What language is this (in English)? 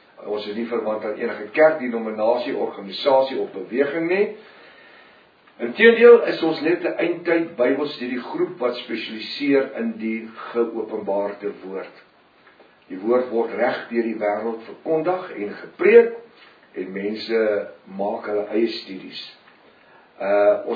Afrikaans